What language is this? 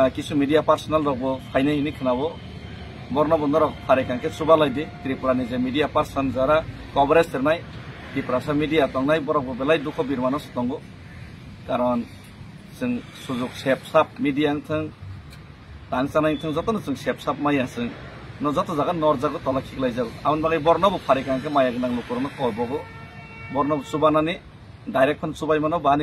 Kok Borok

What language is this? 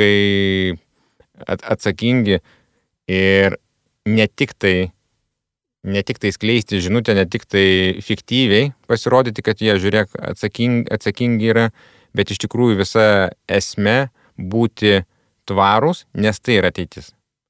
Lithuanian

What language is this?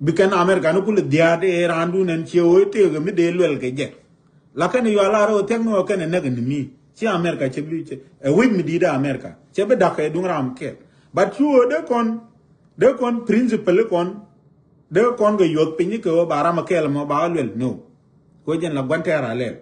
Nuer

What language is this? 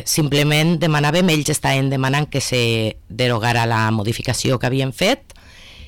Catalan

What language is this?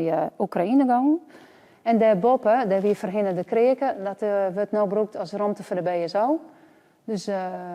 Western Frisian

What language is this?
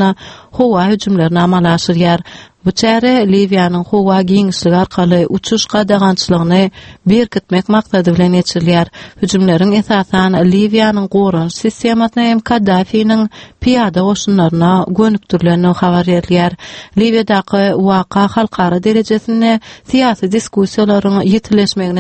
Turkmen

